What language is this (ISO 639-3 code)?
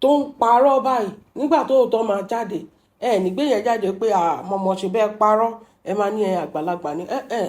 yor